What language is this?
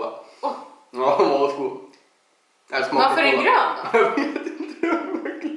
Swedish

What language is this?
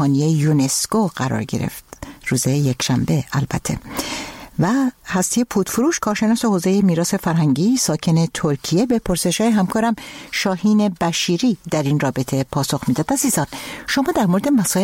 Persian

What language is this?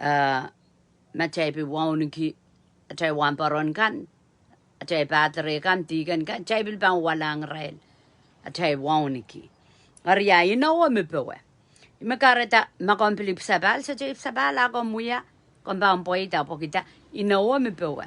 Pohnpeian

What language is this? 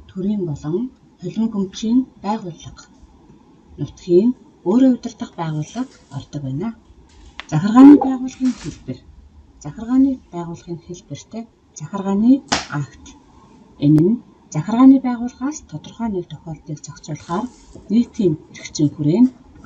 Mongolian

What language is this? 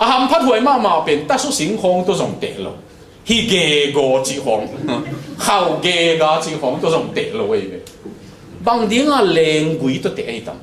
Tedim Chin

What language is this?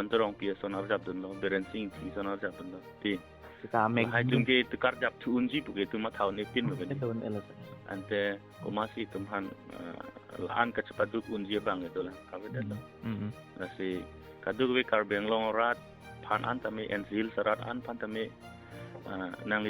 Karbi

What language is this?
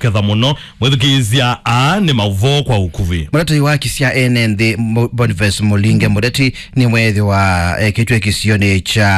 Kamba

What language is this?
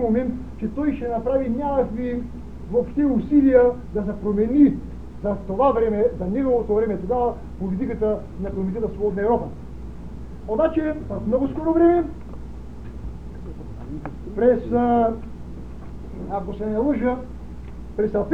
Bulgarian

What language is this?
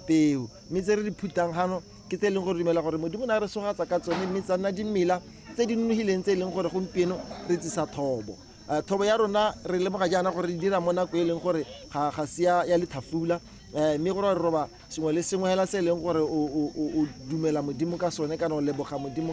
Tswana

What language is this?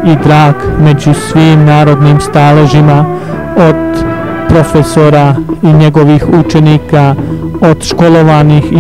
Bosnian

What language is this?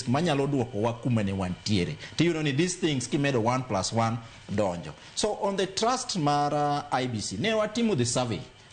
Luo (Kenya and Tanzania)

